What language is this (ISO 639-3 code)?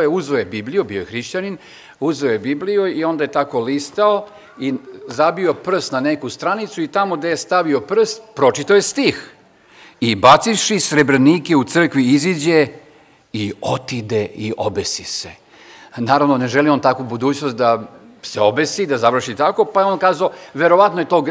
srp